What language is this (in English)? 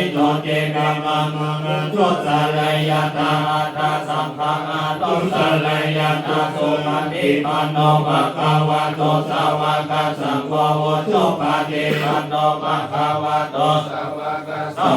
Pali